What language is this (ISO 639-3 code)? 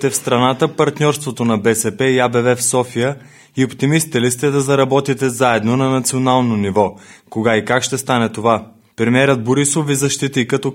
bul